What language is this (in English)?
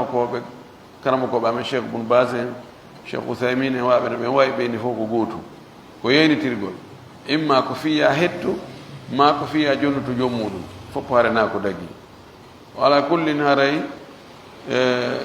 Pular